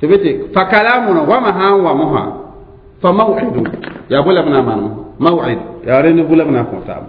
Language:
Mossi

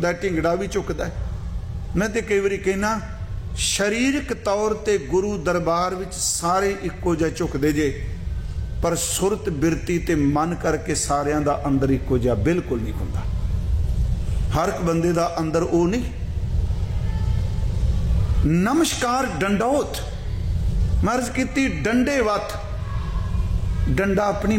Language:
Punjabi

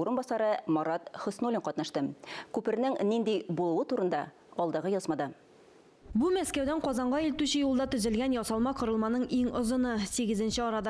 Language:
Tatar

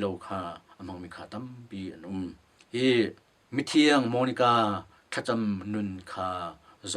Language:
Hakha Chin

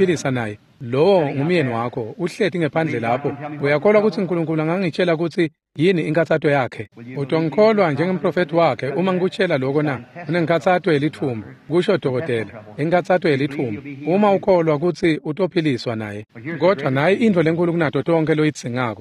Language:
Swati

